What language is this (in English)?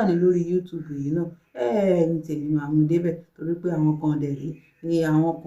Yoruba